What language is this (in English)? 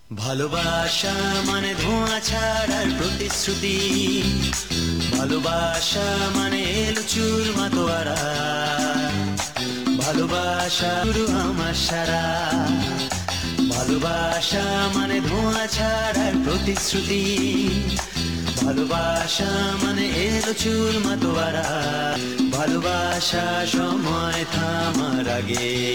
Bangla